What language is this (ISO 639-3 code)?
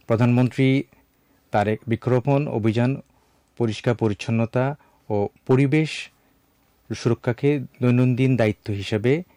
ben